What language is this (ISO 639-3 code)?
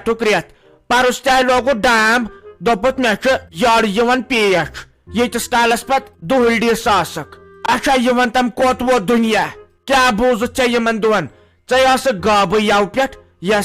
kas